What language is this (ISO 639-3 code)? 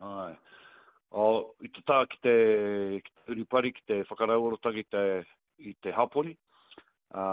mri